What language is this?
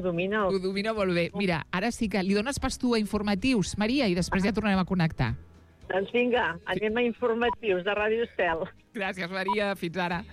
Catalan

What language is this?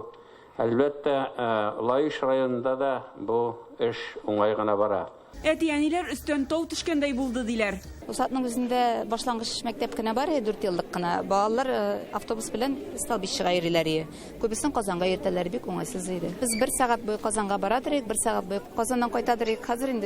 Tatar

